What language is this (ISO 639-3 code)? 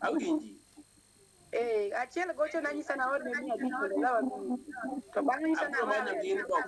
luo